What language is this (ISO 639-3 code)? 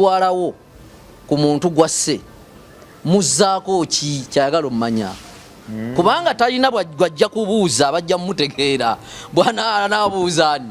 lug